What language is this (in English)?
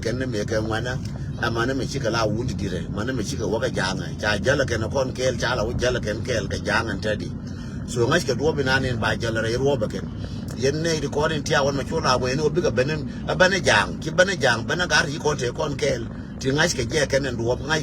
Nuer